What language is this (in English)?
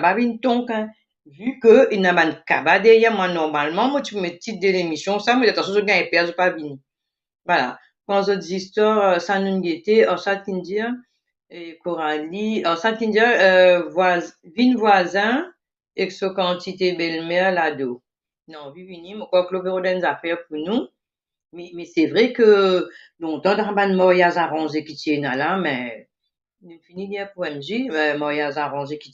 Morisyen